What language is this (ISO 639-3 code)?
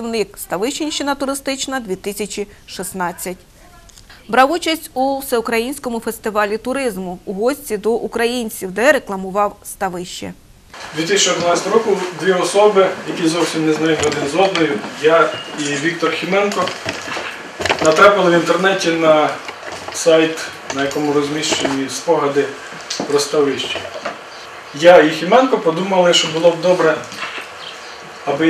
ukr